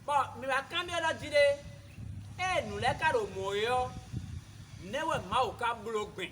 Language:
Fon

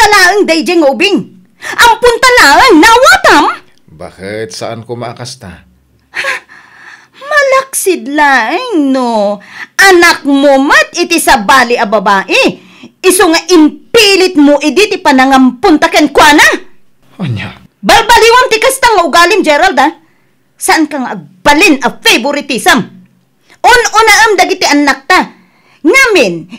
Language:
Iloko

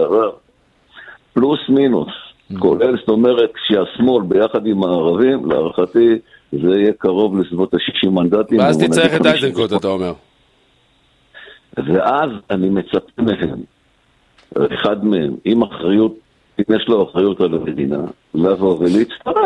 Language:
Hebrew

